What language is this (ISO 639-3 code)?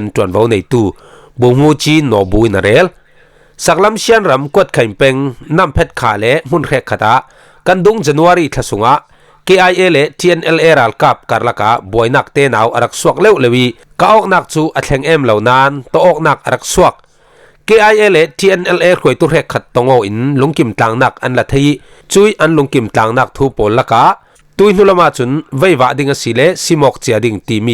cfm